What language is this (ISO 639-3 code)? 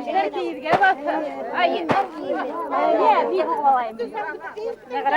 bak